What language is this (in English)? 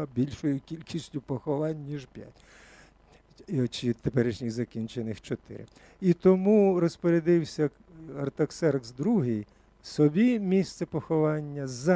Ukrainian